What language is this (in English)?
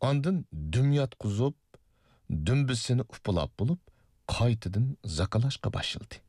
Uyghur